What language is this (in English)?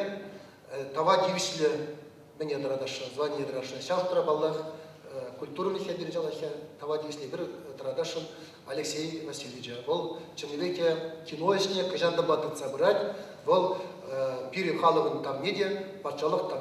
Chuvash